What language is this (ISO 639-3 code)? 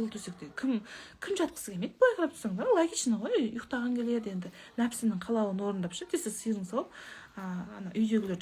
kaz